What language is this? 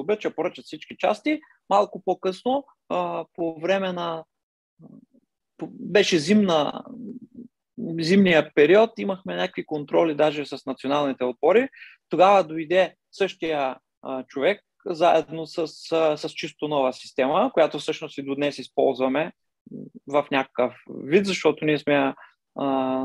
Bulgarian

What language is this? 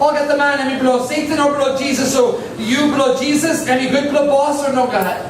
Tok Pisin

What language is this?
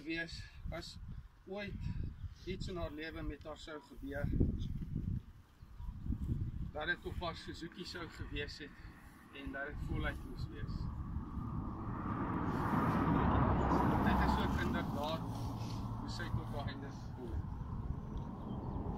Afrikaans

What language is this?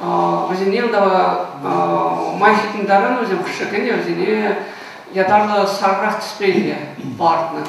Chuvash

